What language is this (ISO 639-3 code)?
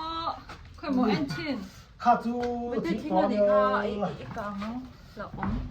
lus